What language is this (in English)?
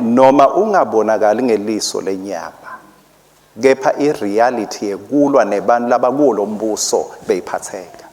Swati